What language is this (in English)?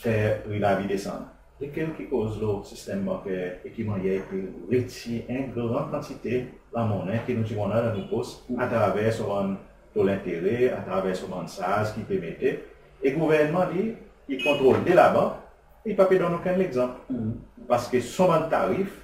Seselwa Creole French